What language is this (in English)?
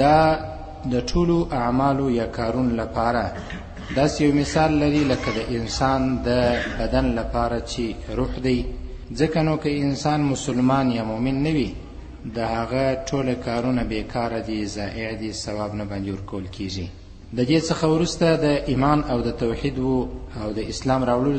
Pashto